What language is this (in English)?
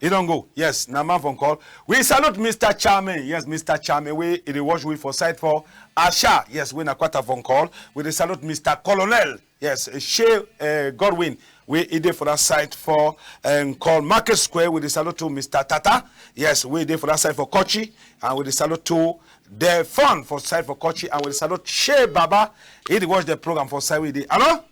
Cameroon Pidgin